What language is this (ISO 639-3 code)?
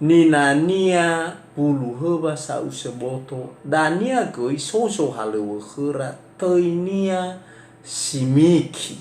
nia